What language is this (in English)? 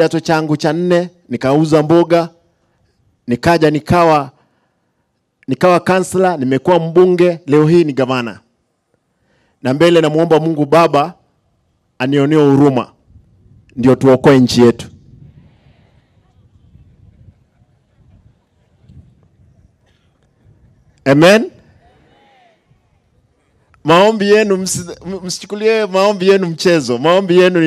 Swahili